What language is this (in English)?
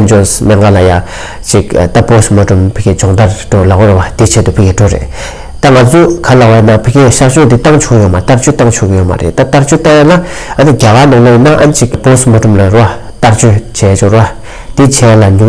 Tibetan